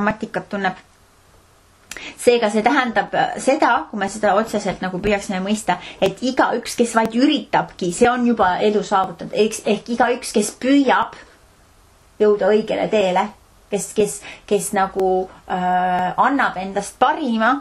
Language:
Estonian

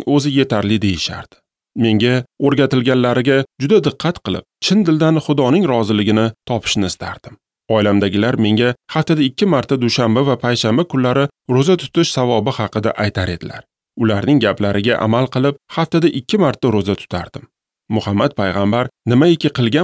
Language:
Uzbek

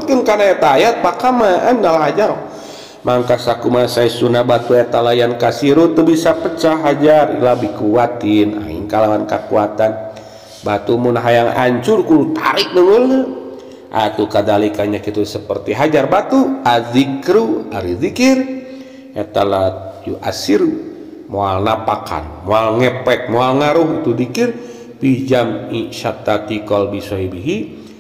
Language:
Sundanese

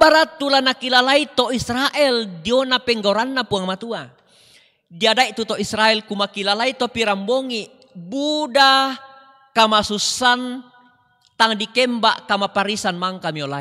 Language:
Toraja-Sa'dan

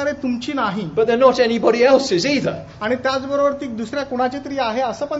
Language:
Marathi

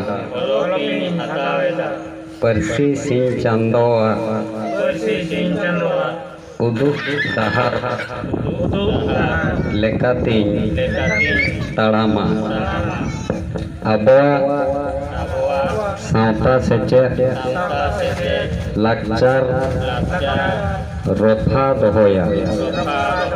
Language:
Santali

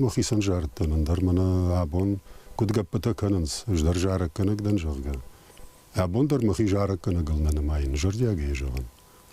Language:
Ossetic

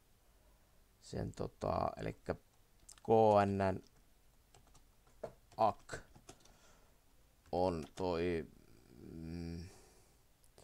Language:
Finnish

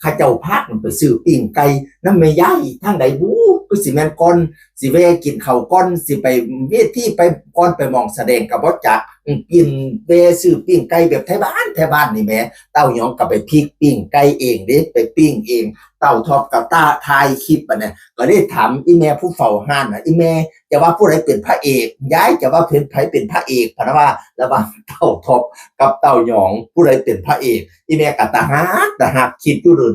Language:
Northeastern Thai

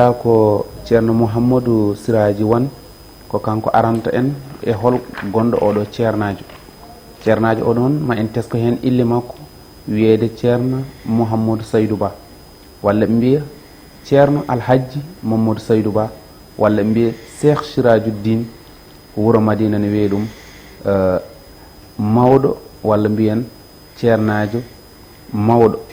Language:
Fula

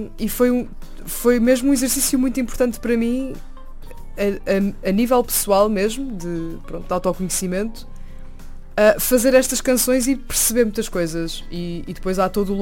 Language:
Portuguese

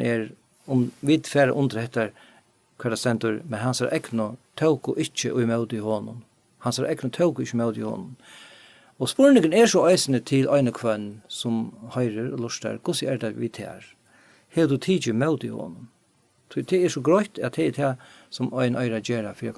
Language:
Faroese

